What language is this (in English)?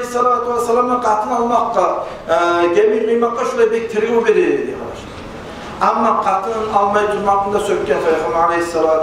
Kumyk